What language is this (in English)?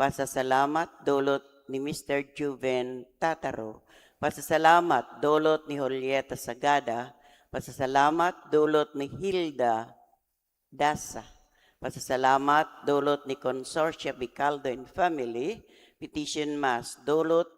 Bikol